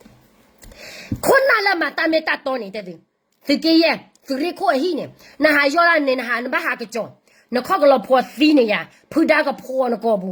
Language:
S'gaw Karen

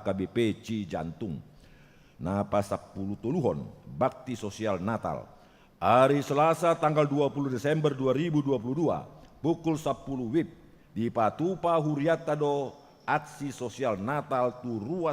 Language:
Batak Toba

